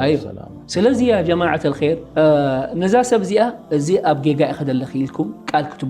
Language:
Tigrinya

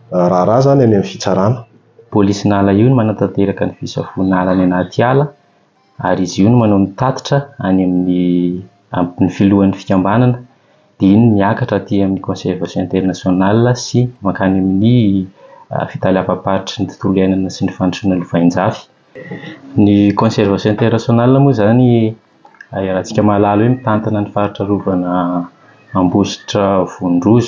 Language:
Malagasy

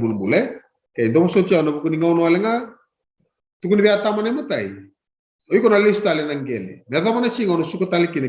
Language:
Fijian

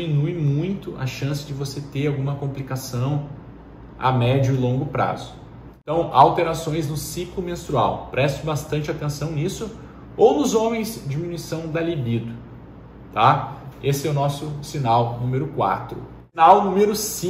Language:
Portuguese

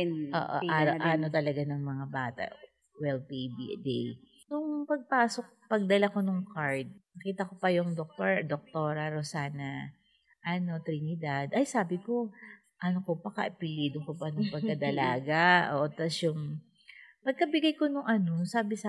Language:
Filipino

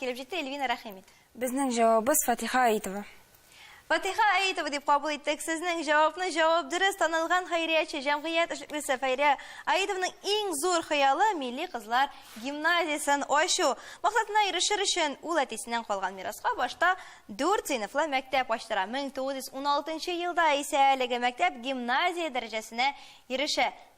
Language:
Tatar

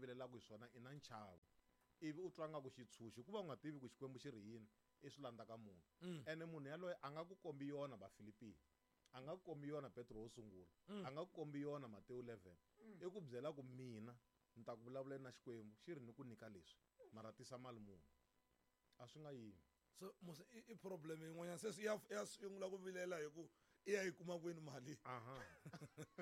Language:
Tsonga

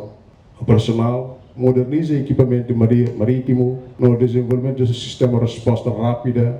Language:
Tetum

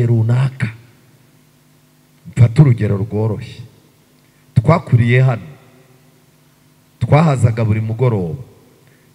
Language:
Kinyarwanda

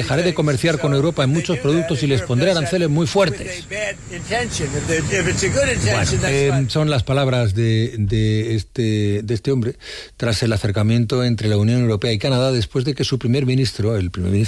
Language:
Spanish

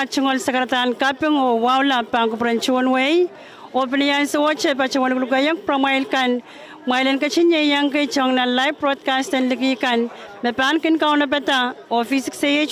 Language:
Pohnpeian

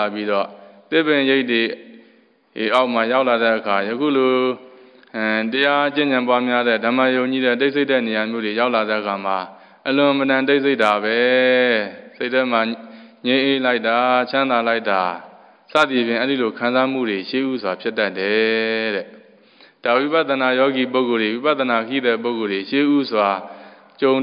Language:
Burmese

